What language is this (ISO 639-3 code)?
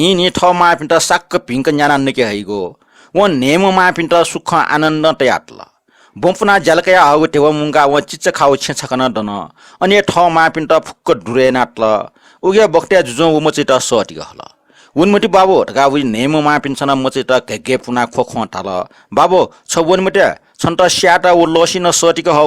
new